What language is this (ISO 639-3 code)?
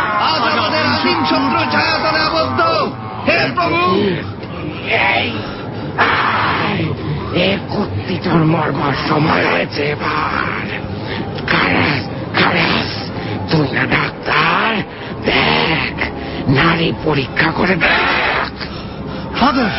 ben